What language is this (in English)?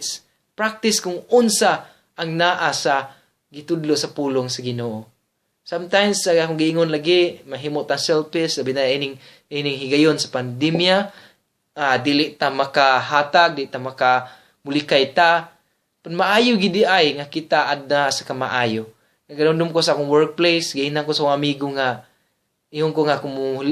Cebuano